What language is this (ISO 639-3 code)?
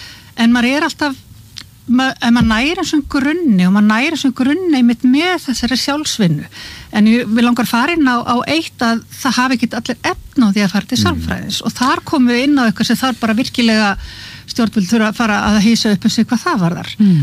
isl